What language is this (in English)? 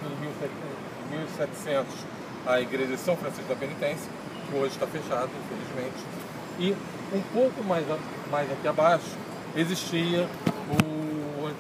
Portuguese